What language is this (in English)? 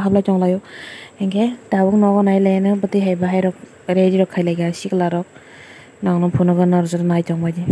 Kok Borok